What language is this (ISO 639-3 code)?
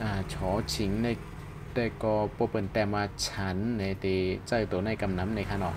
shn